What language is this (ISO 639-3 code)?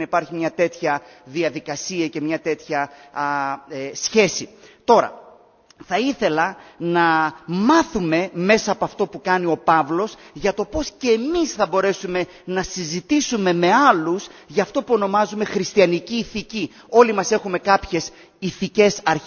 ell